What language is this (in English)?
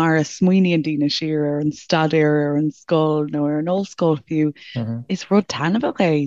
Irish